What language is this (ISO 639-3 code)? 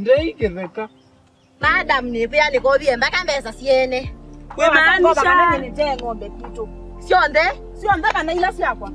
kam